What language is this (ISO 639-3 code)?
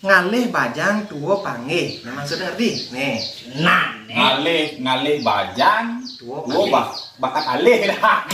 ban